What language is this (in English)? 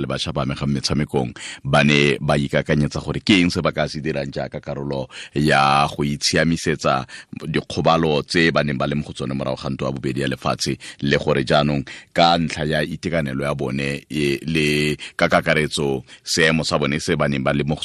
Tswana